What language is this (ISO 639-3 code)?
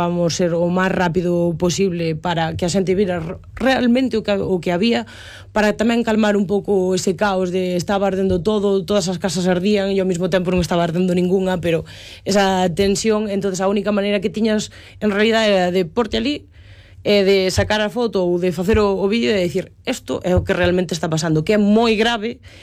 glg